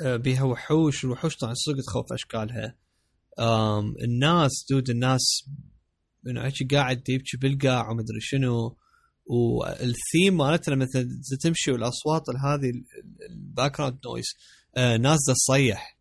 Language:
Mesopotamian Arabic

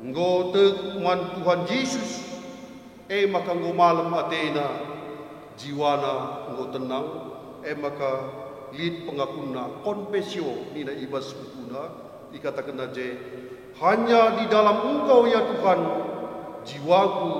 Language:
Batak Karo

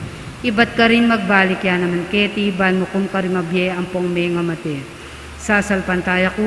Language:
Pampanga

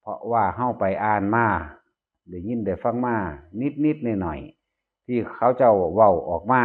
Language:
Northeastern Thai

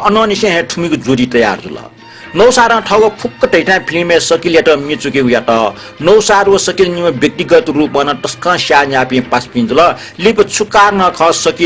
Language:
Newari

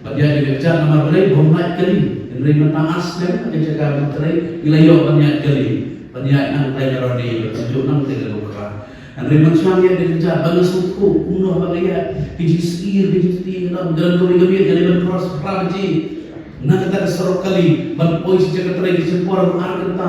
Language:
Khasi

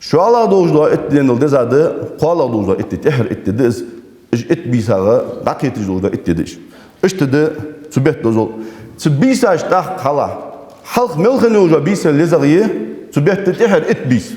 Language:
Ingush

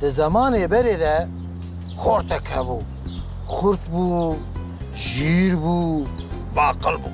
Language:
Kurdish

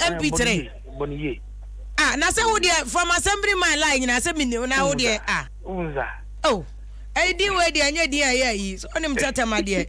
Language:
Akan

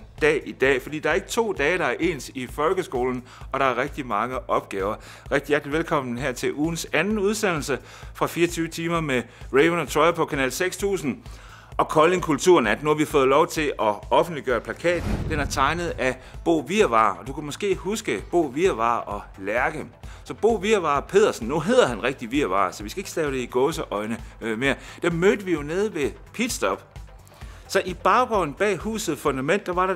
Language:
Danish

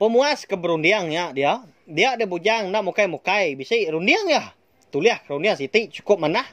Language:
Iban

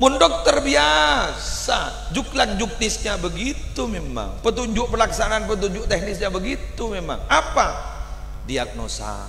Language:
Madurese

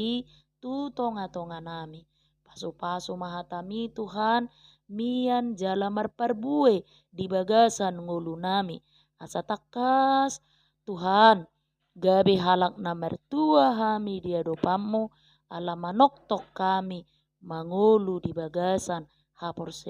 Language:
Batak Toba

